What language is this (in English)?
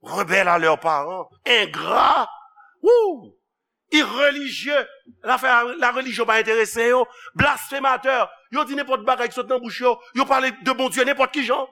Haitian Creole